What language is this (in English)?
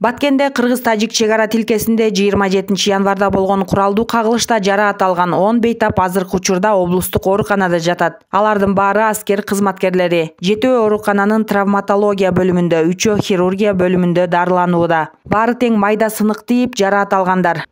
Kyrgyz